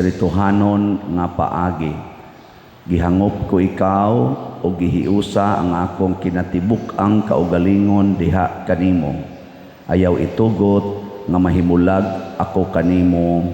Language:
Cebuano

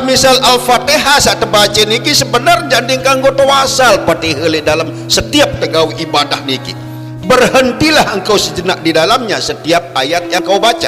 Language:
Sasak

